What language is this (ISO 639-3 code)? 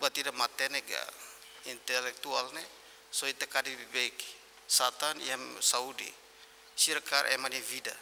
tet